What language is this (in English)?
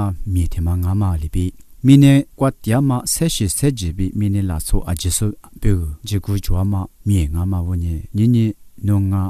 Lisu